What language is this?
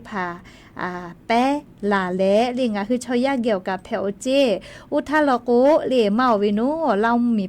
Lahu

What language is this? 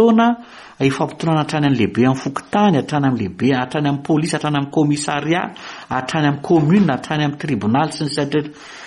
Malagasy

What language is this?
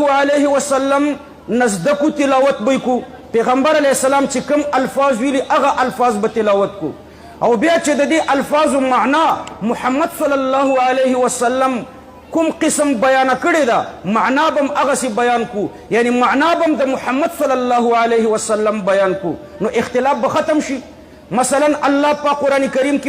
Pashto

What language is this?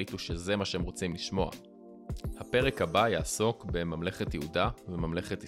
Hebrew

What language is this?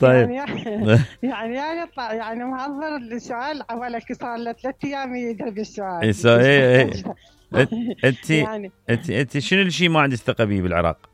Mesopotamian Arabic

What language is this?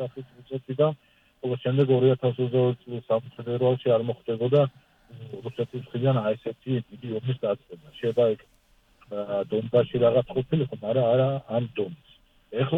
Georgian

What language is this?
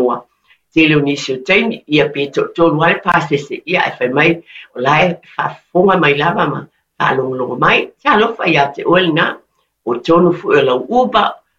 Samoan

